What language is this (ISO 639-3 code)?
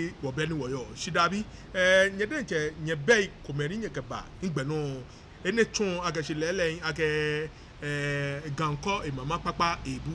gaa